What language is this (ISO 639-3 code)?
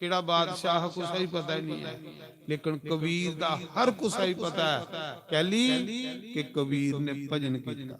doi